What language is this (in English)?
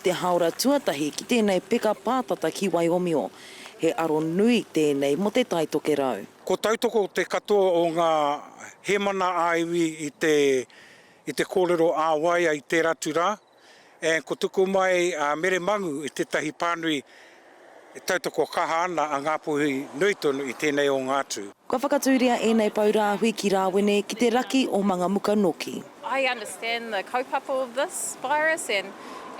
Māori